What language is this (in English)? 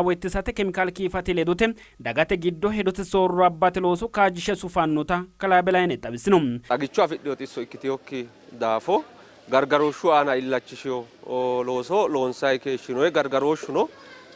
Sidamo